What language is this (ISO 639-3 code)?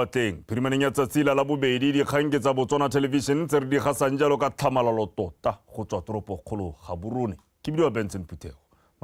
tsn